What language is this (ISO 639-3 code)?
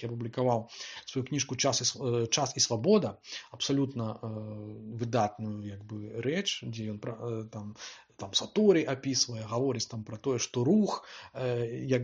bel